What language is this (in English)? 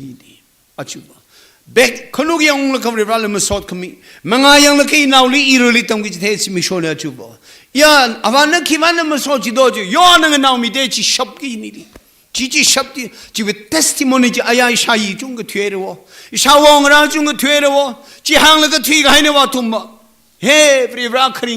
Tangkhul Naga (India)